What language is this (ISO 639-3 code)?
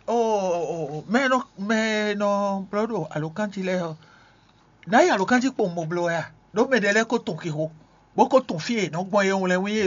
fon